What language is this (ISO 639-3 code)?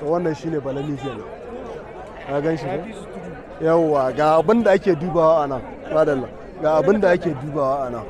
hau